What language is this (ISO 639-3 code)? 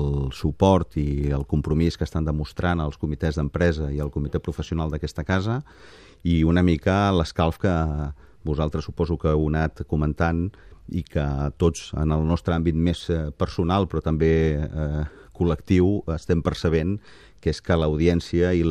cat